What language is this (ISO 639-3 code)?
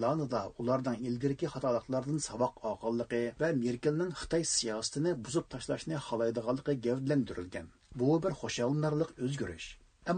uig